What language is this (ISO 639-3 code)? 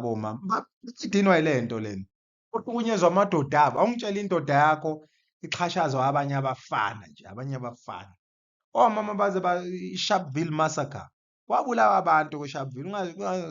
zul